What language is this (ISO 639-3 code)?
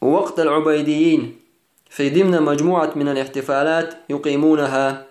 che